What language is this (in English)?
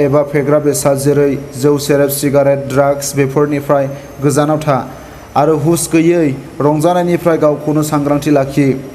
Bodo